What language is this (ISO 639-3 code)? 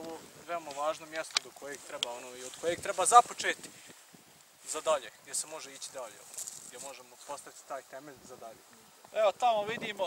bos